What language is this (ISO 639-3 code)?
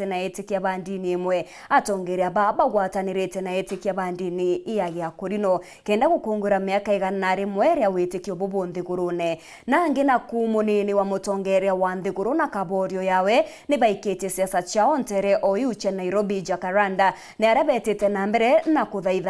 mer